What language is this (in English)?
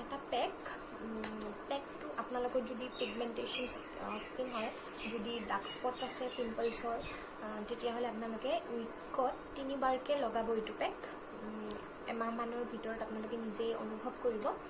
Assamese